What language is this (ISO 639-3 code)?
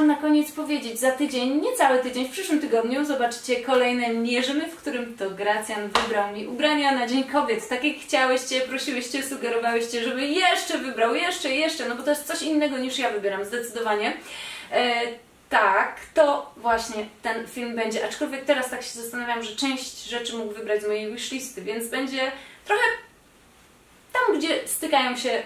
pol